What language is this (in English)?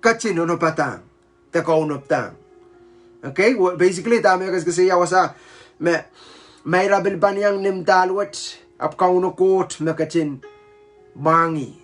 Pohnpeian